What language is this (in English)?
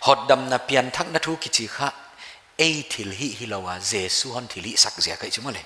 Paite Chin